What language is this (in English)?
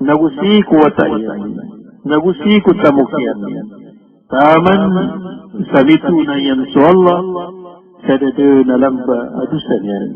Maranao